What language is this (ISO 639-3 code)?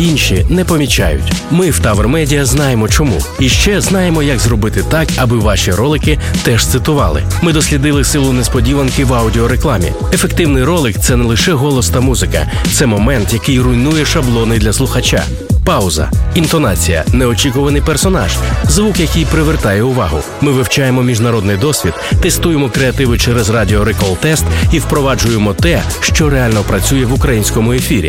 ukr